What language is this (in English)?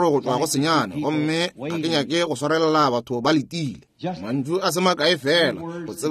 Northern Sotho